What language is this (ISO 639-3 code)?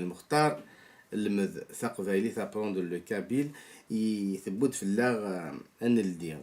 kab